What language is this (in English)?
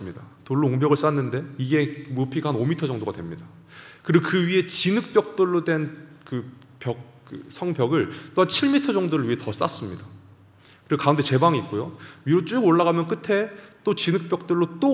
Korean